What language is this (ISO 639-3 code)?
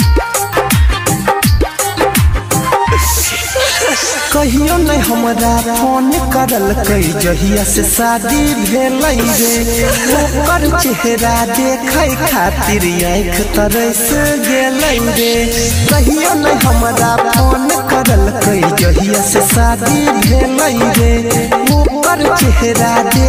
mai